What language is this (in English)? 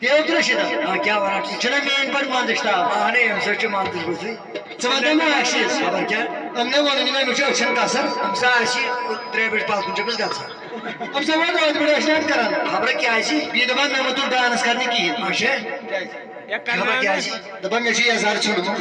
Kashmiri